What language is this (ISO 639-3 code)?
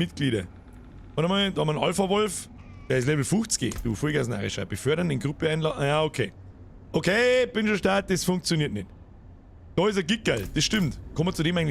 bar